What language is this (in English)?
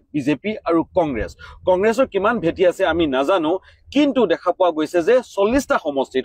Assamese